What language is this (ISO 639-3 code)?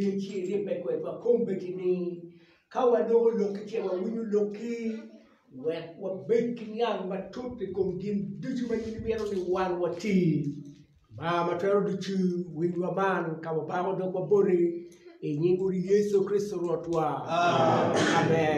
ach